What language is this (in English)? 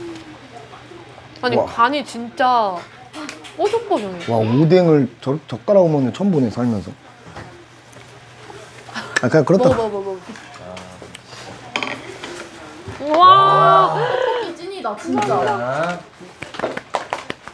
Korean